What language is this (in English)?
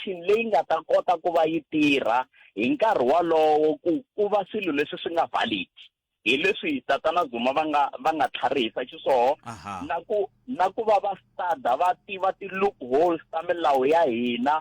Tsonga